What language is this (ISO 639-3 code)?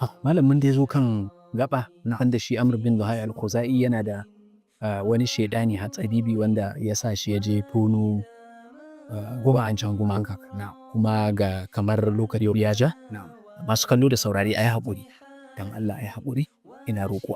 hau